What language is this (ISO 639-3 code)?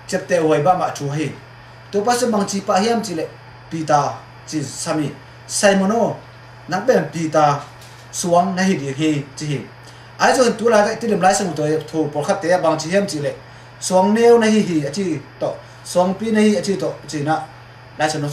ctd